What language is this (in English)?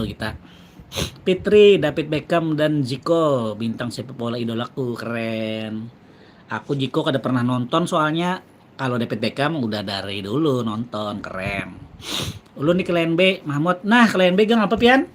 Banjar